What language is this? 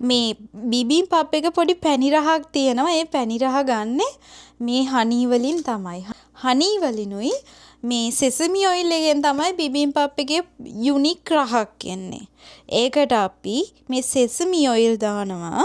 Sinhala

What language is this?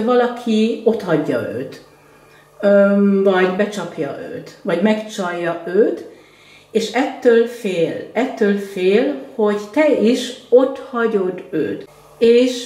Hungarian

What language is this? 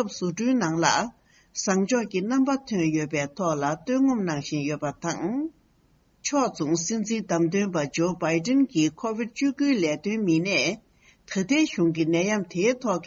Tibetan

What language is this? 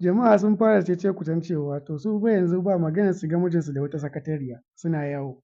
Hausa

